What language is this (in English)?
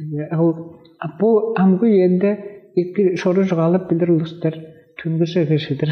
Tuvinian